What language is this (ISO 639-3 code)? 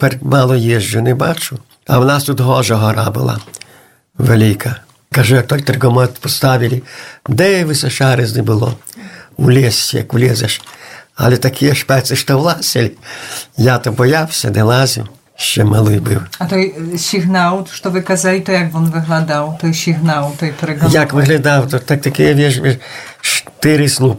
ukr